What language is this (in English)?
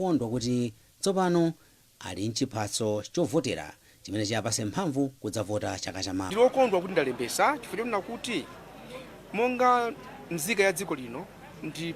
Nyanja